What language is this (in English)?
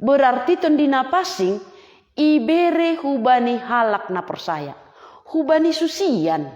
Batak Simalungun